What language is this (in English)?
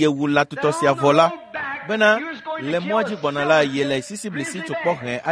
Ewe